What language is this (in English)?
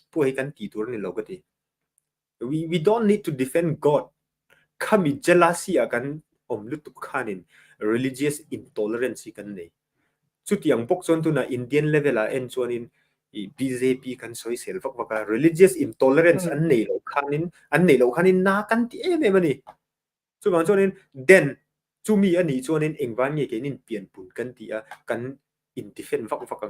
Mizo